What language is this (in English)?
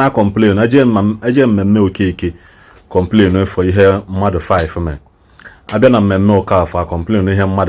Igbo